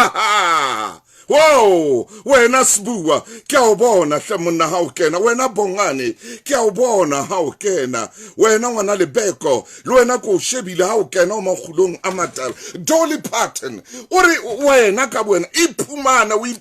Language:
Southern Sotho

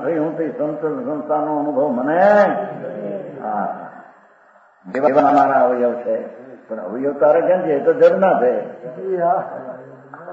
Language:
Gujarati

